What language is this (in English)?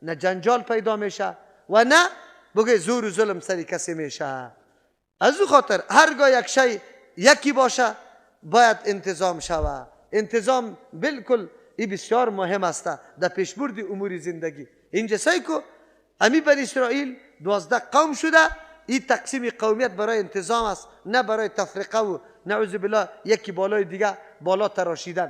Persian